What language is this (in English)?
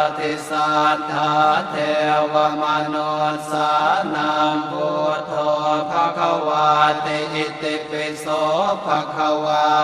Pali